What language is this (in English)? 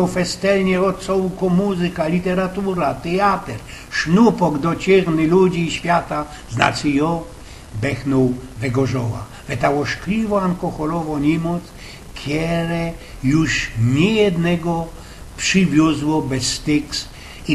Silesian